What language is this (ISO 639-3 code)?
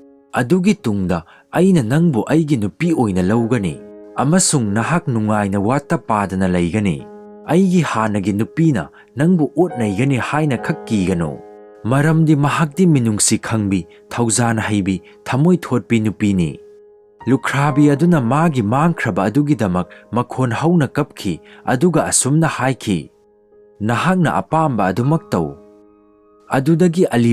mni